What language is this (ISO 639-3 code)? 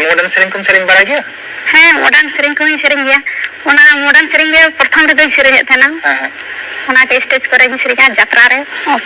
sat